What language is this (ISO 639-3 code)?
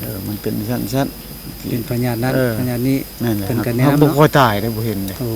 lao